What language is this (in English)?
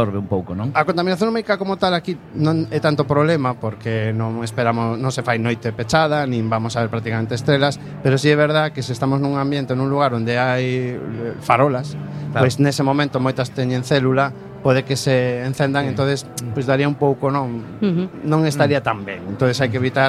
Galician